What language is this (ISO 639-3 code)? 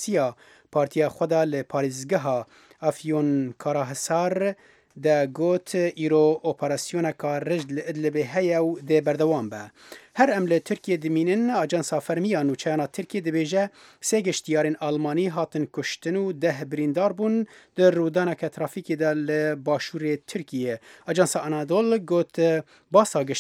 kur